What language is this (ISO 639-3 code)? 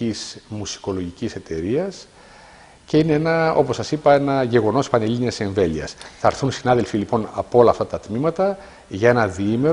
ell